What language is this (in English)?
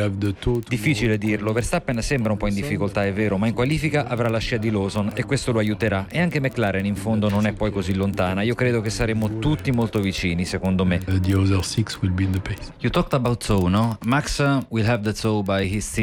Italian